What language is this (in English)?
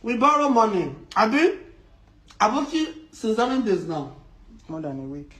Nigerian Pidgin